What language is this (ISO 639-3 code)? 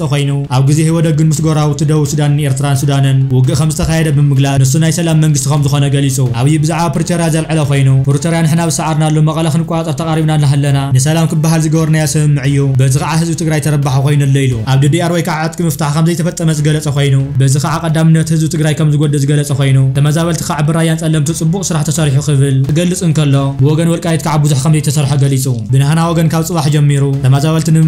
tir